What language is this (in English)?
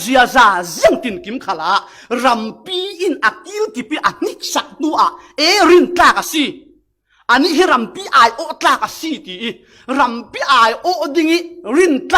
Falam Chin